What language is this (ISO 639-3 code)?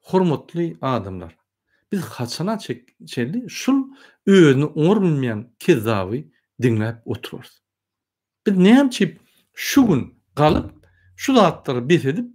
tuk